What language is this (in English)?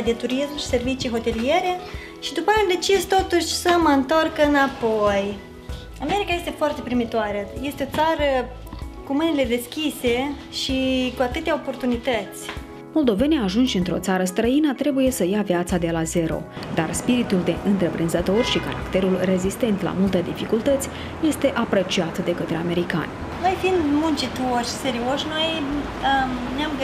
Romanian